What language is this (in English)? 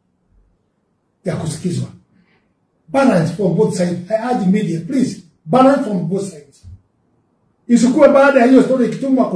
Swahili